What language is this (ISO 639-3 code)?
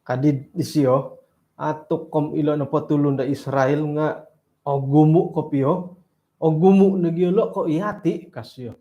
dtp